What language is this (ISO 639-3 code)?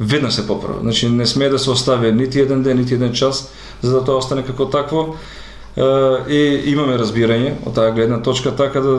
mkd